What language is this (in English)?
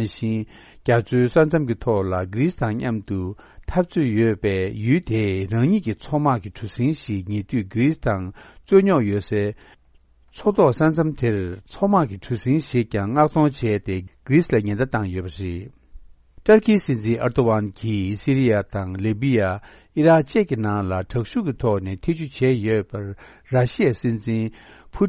Tibetan